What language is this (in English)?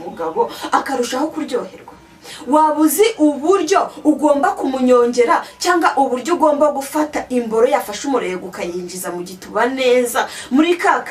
Kinyarwanda